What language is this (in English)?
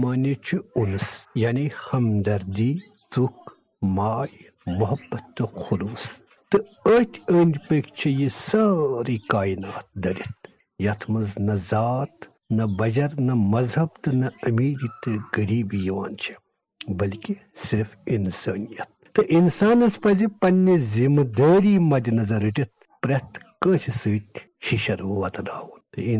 Kashmiri